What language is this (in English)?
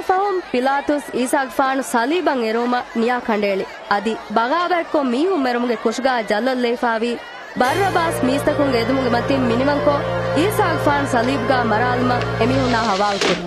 Divehi